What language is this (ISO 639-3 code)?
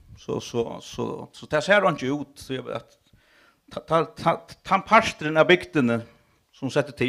fao